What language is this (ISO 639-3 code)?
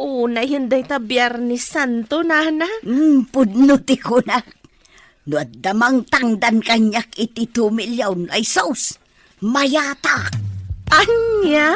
ilo